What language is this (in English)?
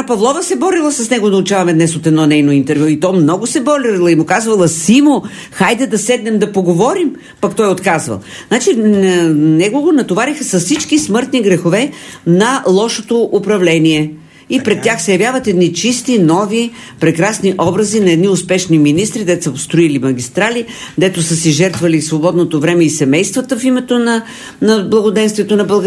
Bulgarian